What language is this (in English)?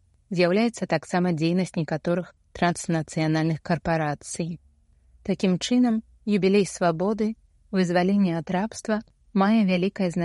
Belarusian